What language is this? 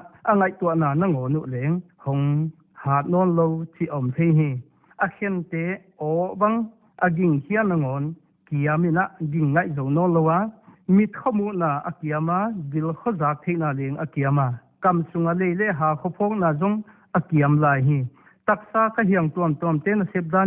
Paite Chin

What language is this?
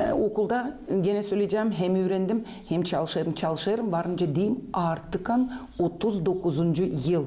Gagauz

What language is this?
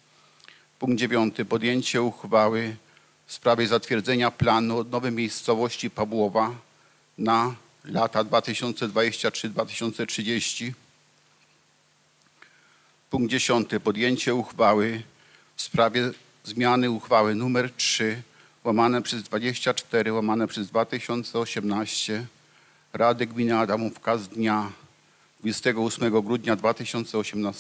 Polish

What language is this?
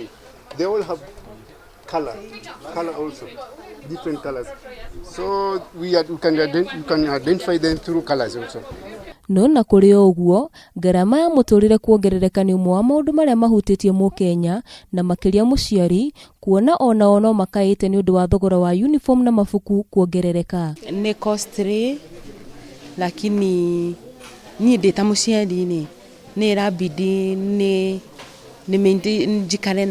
Kikuyu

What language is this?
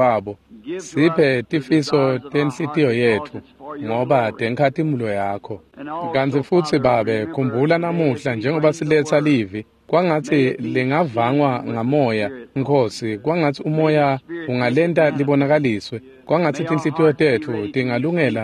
Swati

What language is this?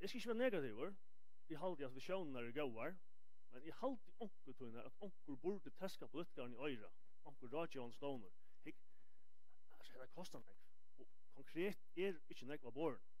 Faroese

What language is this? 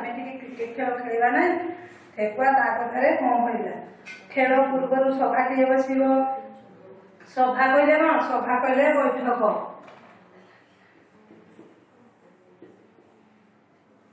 Odia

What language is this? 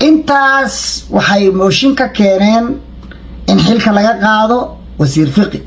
Somali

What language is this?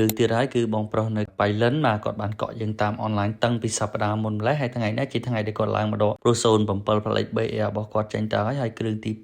Khmer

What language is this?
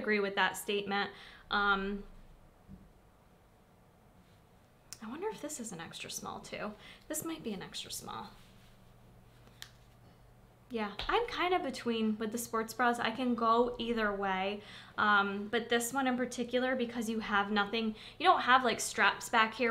English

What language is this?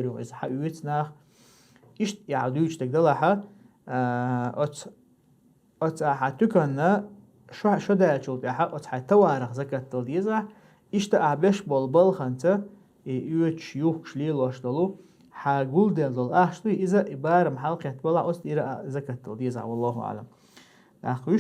Chechen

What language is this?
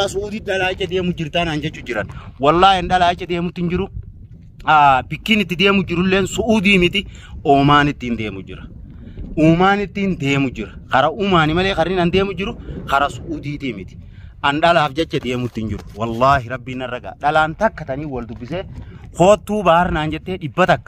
Oromo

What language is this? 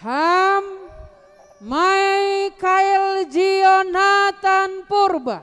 Batak Simalungun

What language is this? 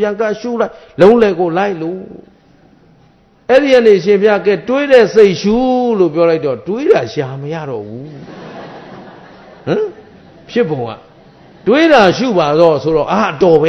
Burmese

